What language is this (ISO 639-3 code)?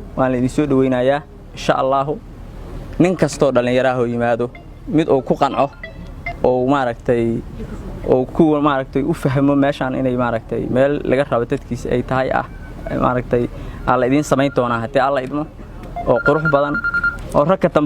som